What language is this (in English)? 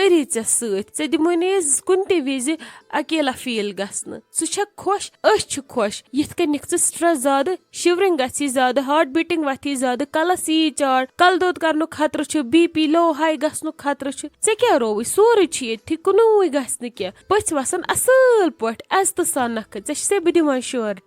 Kashmiri